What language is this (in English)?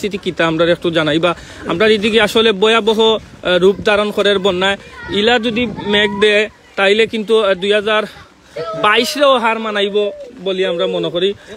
Sylheti